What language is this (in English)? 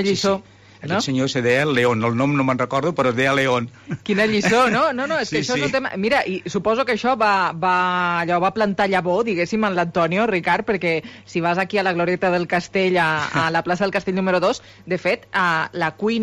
Catalan